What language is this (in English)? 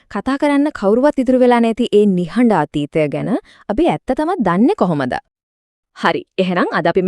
Sinhala